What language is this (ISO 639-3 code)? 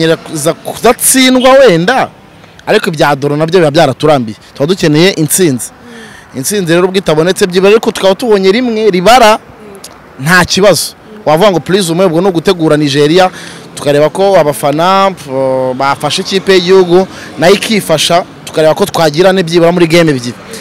kin